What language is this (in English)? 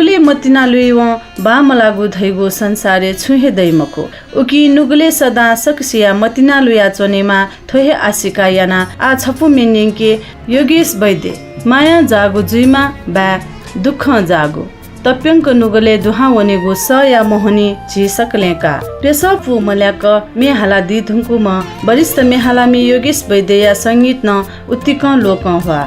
Newari